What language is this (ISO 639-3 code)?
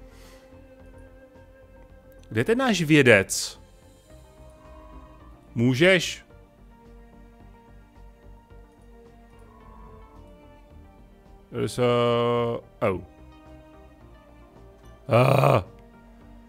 ces